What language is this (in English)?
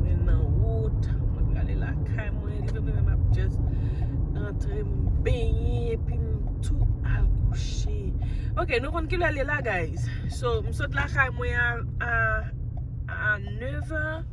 Haitian Creole